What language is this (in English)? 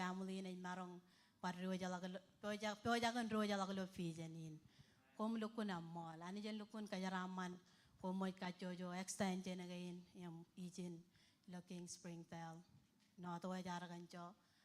Marshallese